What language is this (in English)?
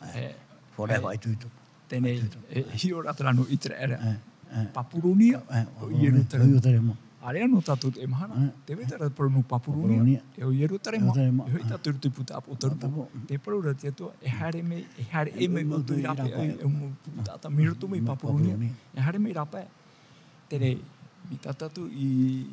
Tahitian